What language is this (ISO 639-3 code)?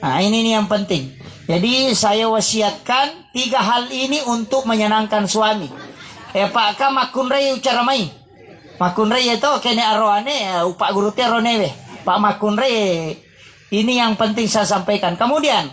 bug